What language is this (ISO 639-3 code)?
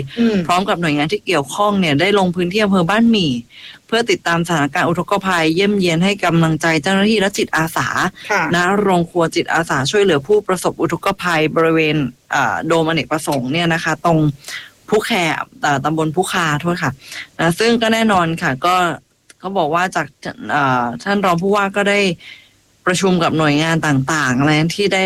tha